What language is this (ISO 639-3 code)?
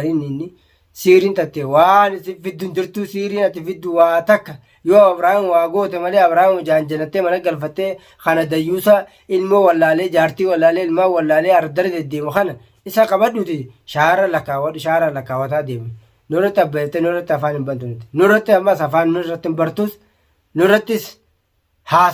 orm